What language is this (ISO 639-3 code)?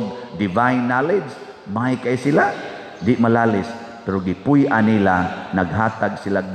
ceb